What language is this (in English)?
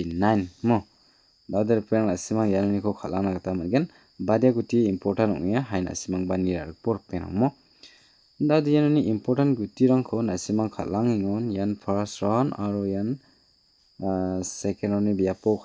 Garo